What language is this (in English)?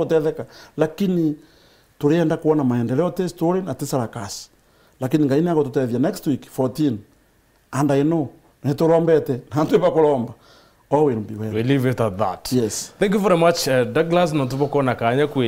Meru